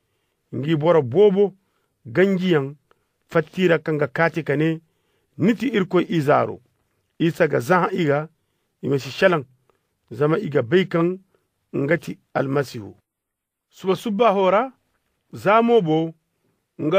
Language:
Koyraboro Senni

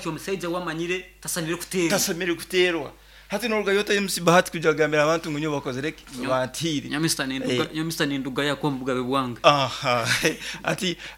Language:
Nyoro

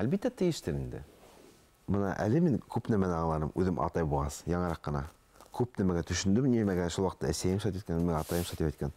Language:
Bashkir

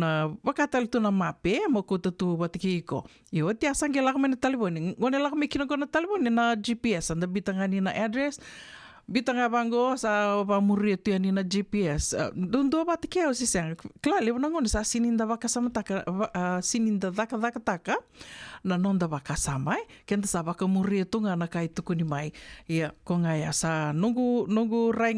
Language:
Fijian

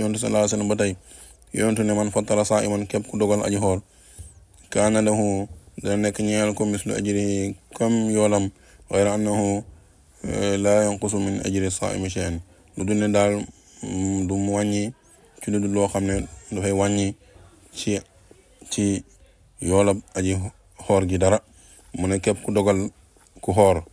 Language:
Wolof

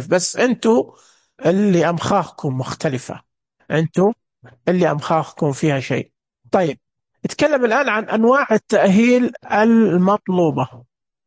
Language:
Najdi Arabic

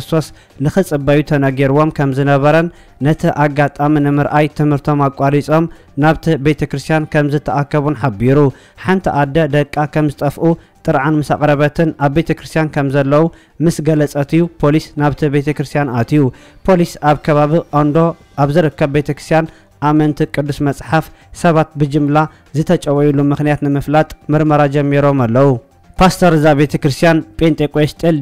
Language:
Tigrinya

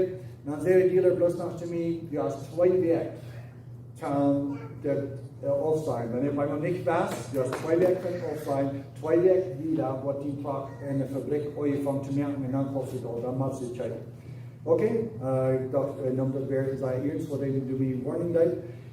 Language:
Plautdietsch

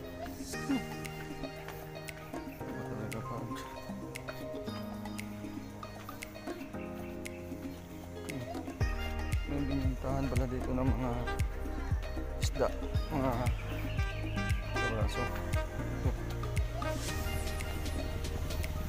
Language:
Filipino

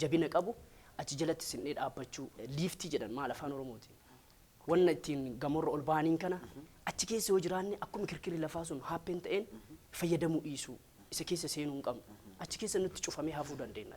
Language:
Oromo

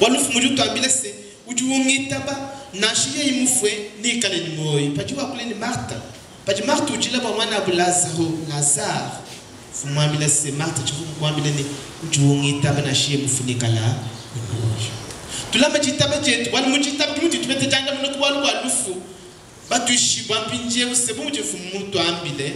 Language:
Luba-Lulua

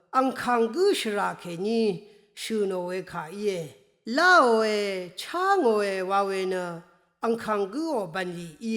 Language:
Rawang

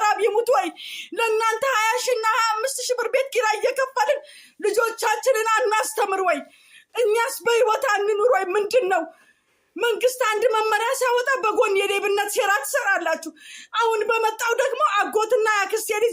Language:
Amharic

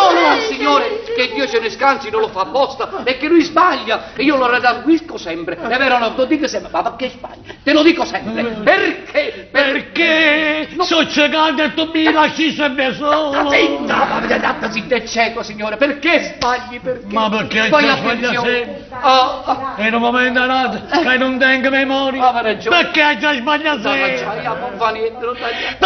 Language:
Neapolitan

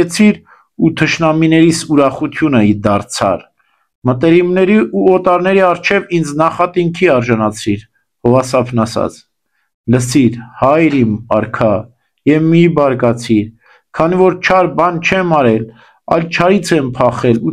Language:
Armenian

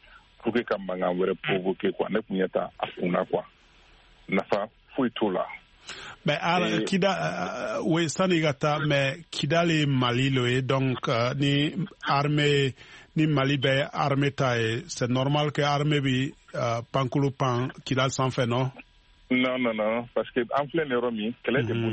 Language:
Bambara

